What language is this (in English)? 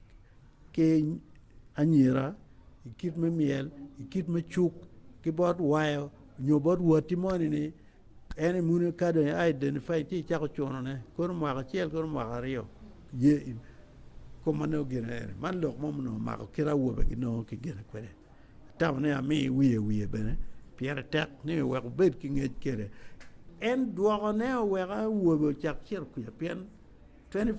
Acoli